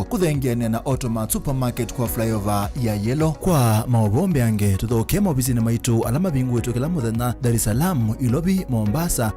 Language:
Kamba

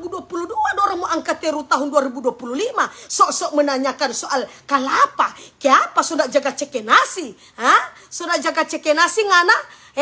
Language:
Manado Malay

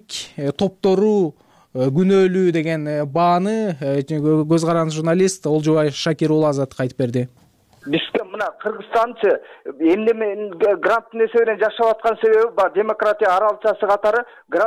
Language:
Kyrgyz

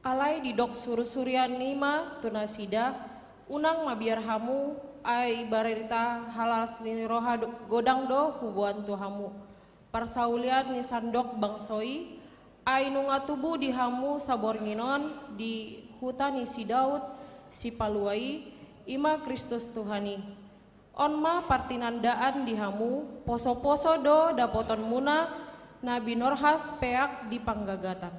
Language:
Batak Toba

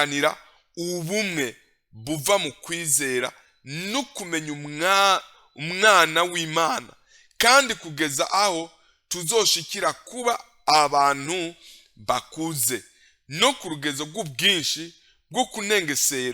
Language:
Rundi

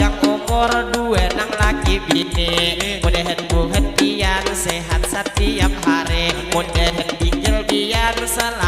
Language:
Banjar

